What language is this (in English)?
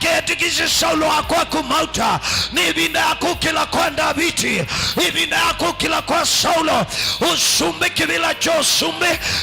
Kamba